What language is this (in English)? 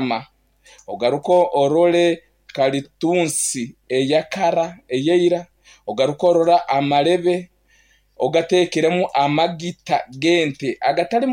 Nyankole